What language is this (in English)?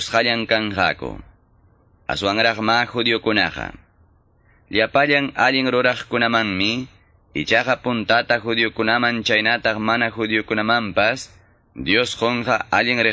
Quechua